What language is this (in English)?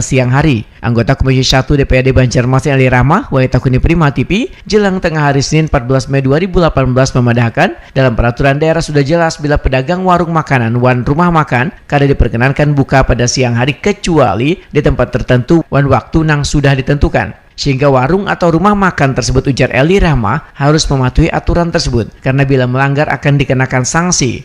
Banjar